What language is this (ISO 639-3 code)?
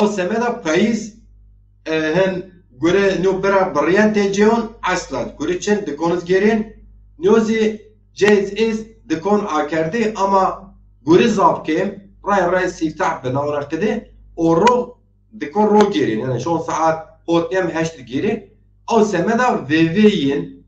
zza